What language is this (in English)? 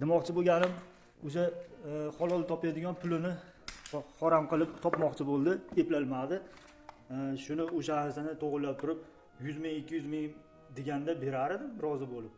Uzbek